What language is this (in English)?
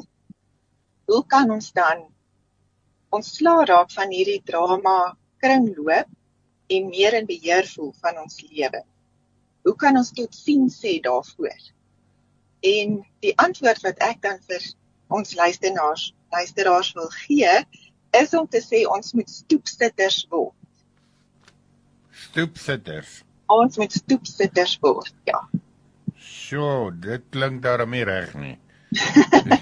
Afrikaans